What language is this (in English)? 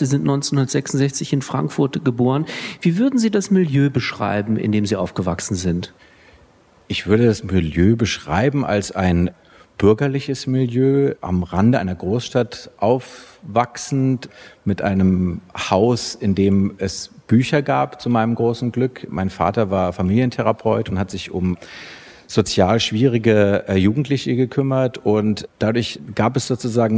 German